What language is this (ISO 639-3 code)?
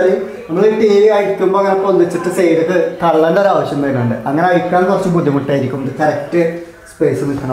mal